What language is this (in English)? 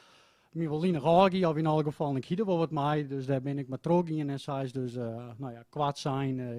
Western Frisian